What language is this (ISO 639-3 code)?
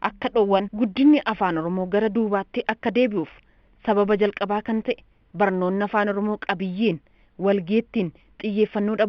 orm